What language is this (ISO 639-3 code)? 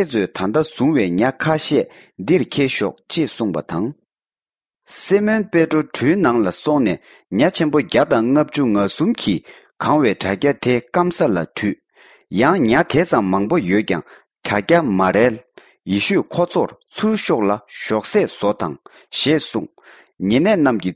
bod